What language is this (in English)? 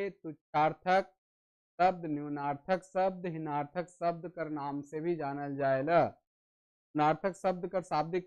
Sadri